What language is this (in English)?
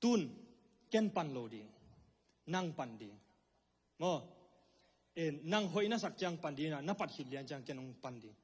Tedim Chin